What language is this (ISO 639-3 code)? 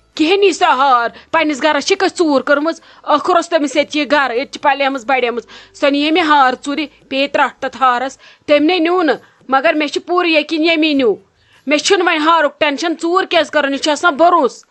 kas